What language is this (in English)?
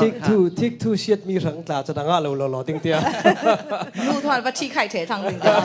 Falam Chin